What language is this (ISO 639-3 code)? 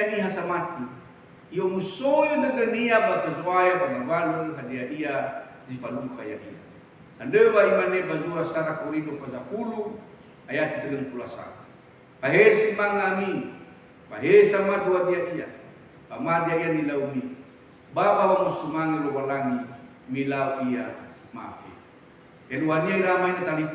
nia